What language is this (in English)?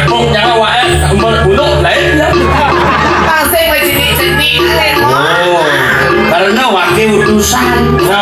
Balinese